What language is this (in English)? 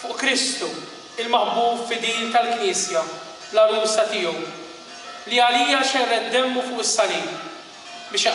Maltese